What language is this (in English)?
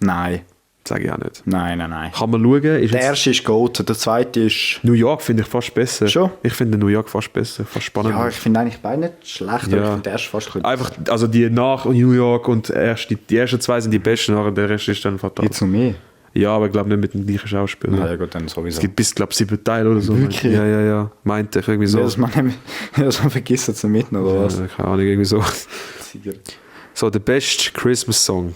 Swiss German